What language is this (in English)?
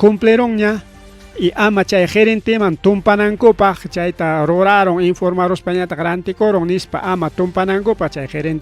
Ayacucho Quechua